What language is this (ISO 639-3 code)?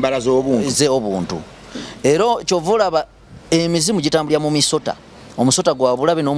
lug